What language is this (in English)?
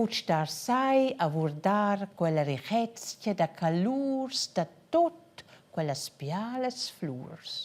Romansh